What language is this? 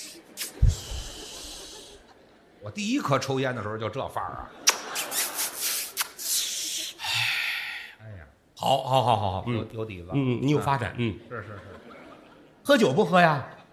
Chinese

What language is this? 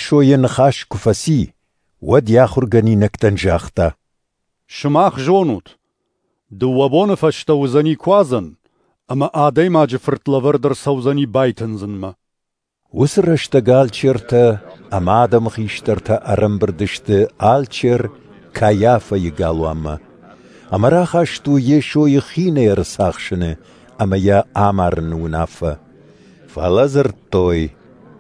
Ossetic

